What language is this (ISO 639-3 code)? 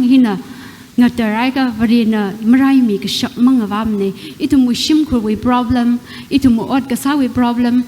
nmf